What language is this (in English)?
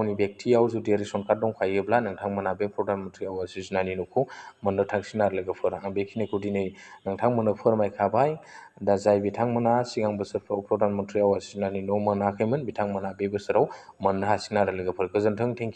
Bodo